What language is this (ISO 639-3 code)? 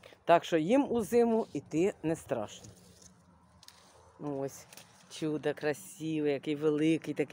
ukr